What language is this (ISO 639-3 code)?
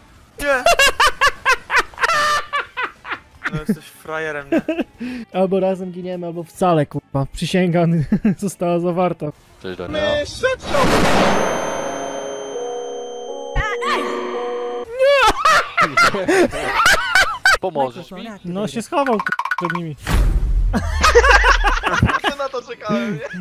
pol